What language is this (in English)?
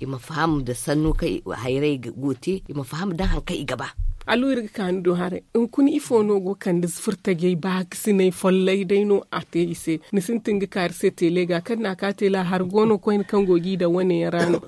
Zarma